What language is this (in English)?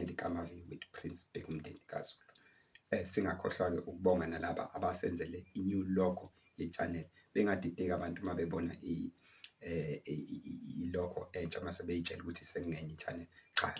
Zulu